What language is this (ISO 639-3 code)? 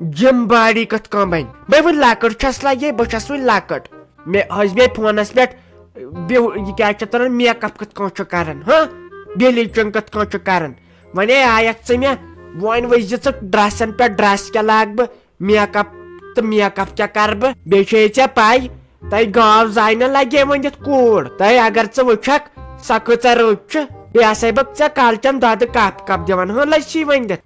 kas